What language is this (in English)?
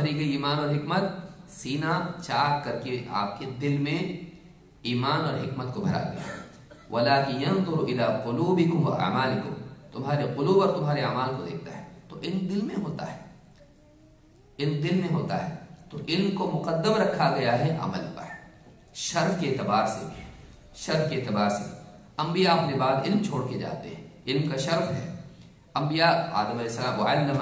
Urdu